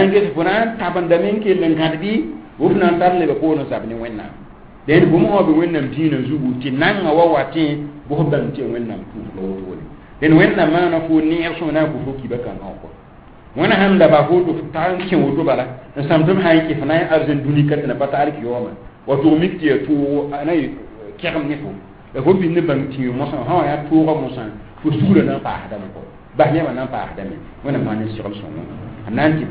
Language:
Mossi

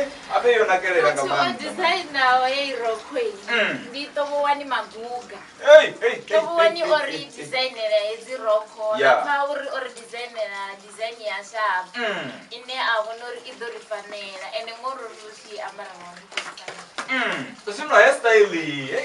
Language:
Venda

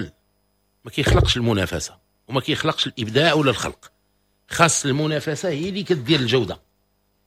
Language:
Moroccan Arabic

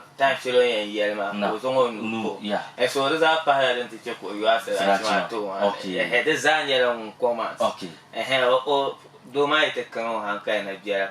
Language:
Dagbani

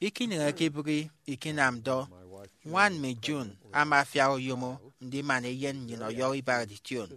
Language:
Efik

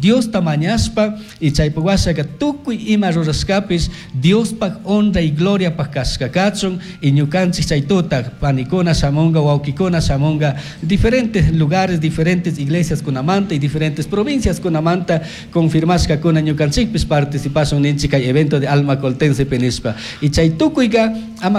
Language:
Chimborazo Highland Quichua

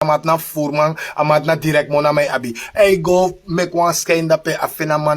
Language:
Sranan Tongo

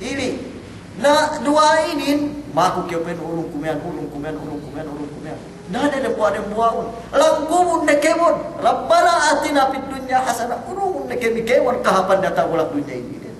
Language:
Yakan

